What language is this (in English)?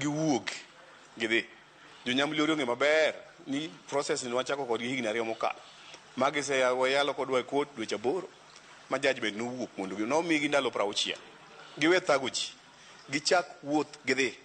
Luo (Kenya and Tanzania)